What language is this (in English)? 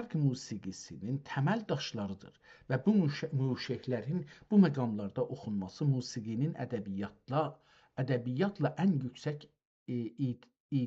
South Azerbaijani